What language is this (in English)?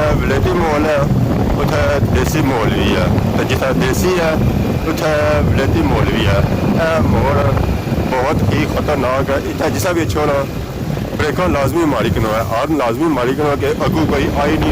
Pahari-Potwari